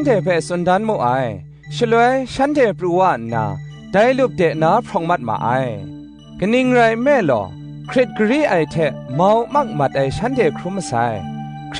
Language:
Kachin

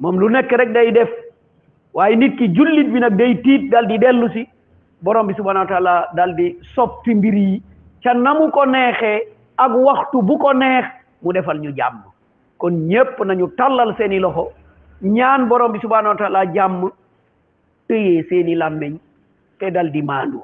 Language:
Wolof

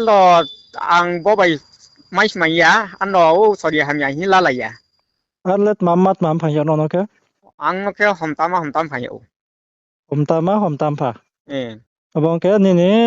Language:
Riang (India)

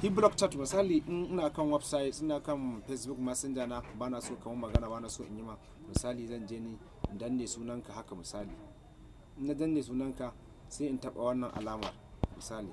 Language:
Hausa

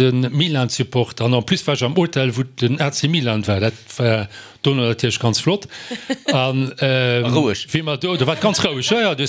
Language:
Luxembourgish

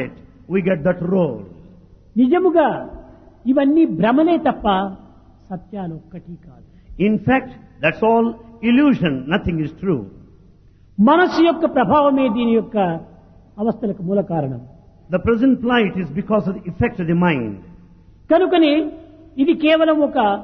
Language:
Telugu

